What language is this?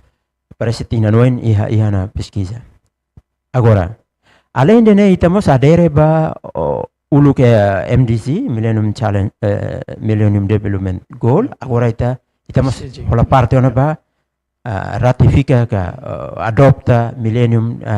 Tetum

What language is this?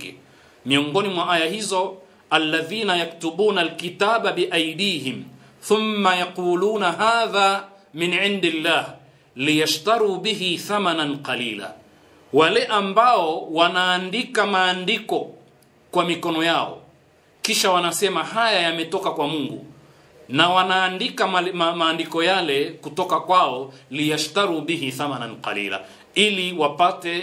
Swahili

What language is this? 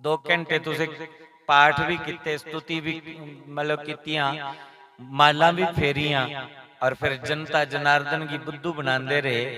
Dogri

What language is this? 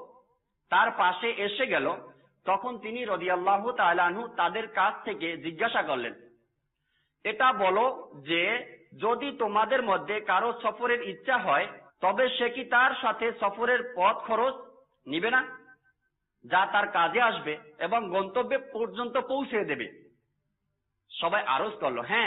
Bangla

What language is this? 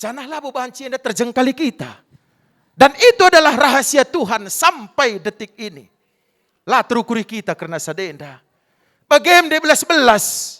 Batak Karo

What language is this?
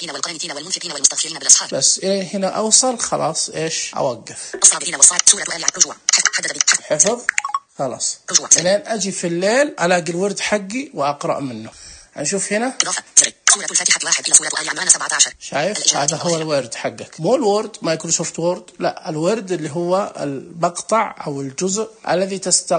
Najdi Arabic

